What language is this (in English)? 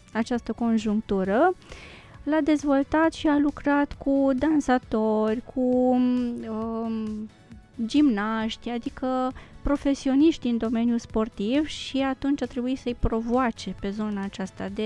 Romanian